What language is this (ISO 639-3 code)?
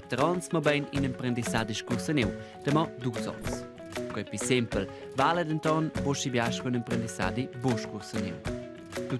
roh